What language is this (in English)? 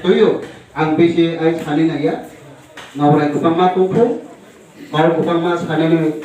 Kok Borok